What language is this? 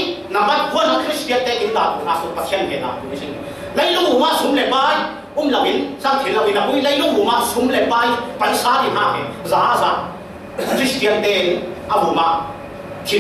Falam Chin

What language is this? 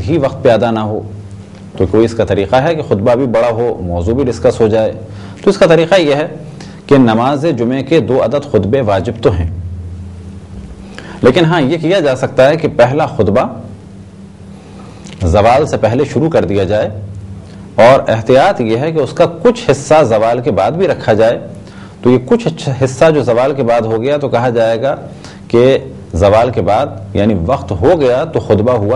Urdu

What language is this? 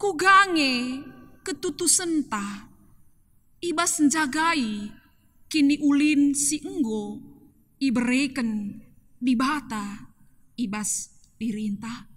Batak Karo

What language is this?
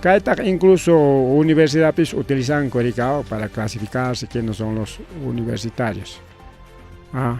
Ayacucho Quechua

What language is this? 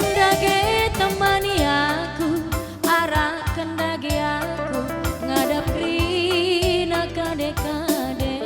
Batak Karo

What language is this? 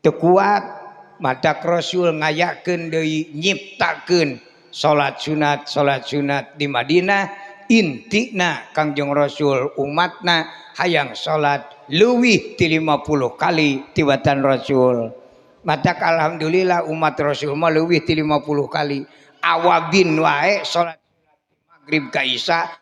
Sundanese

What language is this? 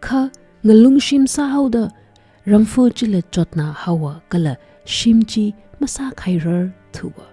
Tangkhul Naga (India)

